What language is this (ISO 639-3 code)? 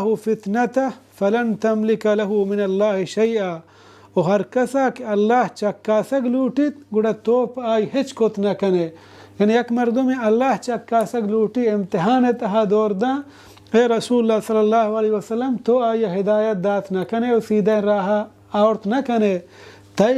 bal